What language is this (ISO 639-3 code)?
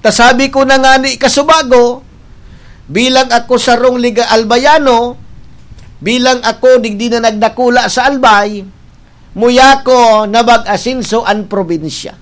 bik